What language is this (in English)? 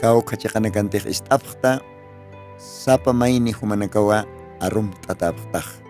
Aymara